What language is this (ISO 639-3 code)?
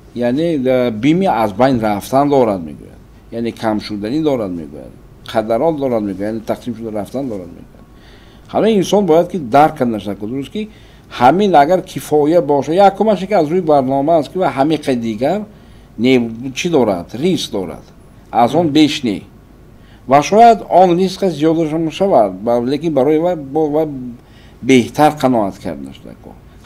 tgk